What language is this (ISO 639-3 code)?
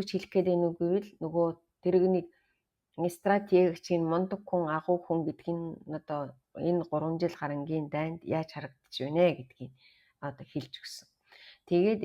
mon